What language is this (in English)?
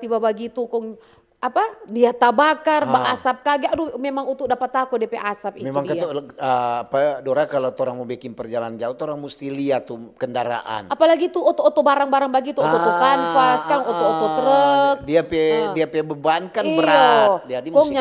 Manado Malay